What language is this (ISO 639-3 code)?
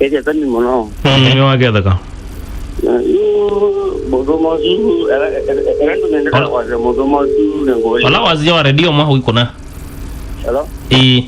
kam